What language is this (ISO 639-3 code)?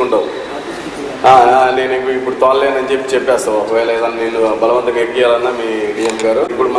tel